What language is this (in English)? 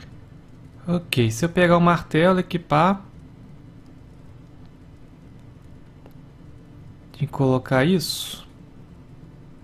Portuguese